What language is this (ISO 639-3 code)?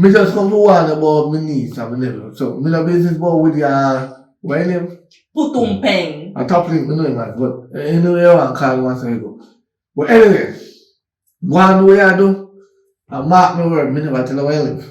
jam